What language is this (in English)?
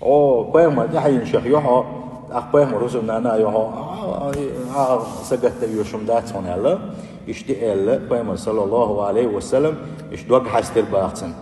Chechen